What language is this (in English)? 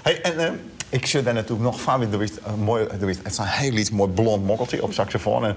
Western Frisian